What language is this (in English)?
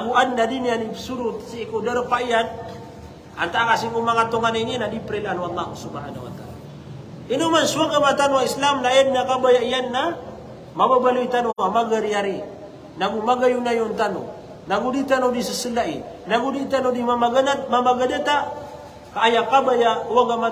Maranao